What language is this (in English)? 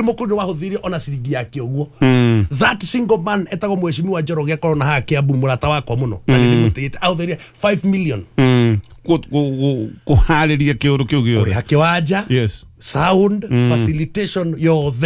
Kikuyu